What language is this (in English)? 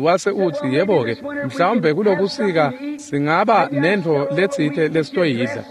Swati